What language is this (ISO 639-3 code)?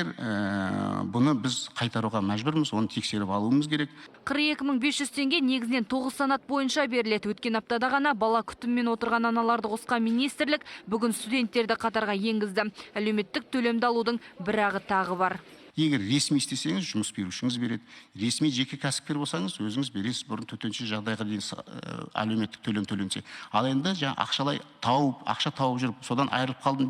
kaz